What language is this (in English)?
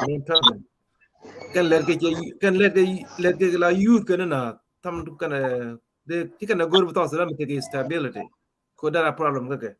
Nuer